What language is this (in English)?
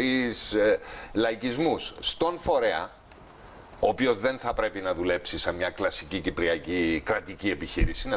Greek